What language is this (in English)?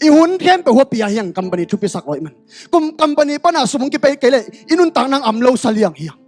Tedim Chin